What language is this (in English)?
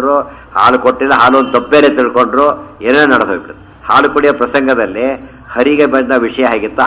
Kannada